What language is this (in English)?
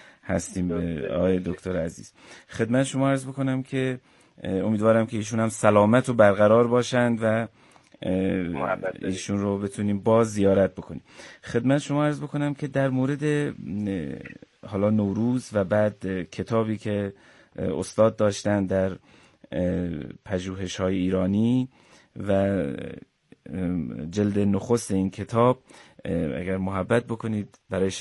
Persian